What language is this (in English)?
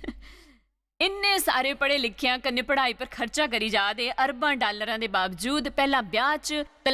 Dogri